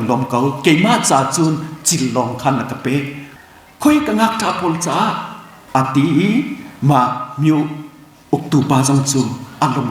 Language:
Hakha Chin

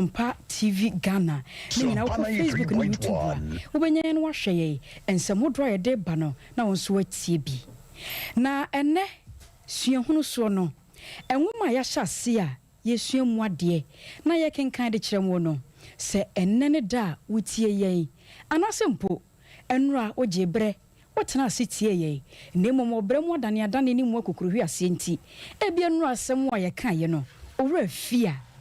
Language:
Akan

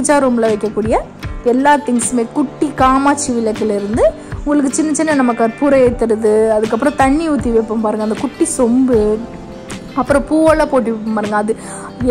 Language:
Tamil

